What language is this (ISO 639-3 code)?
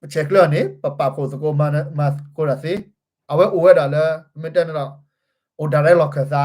ksw